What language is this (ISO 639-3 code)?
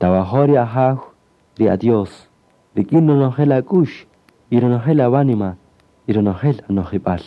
cak